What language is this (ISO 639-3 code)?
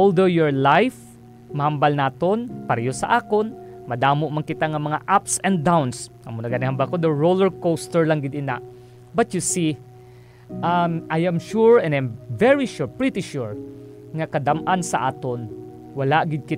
hil